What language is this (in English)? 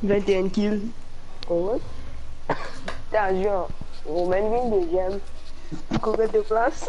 Morisyen